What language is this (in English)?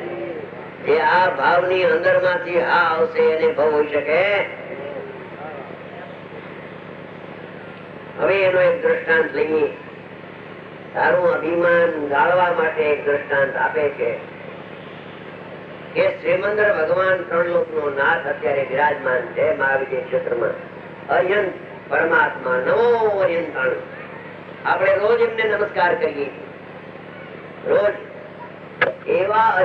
Gujarati